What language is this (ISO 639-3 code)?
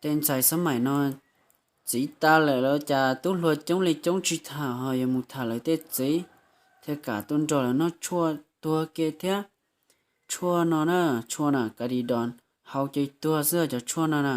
hmn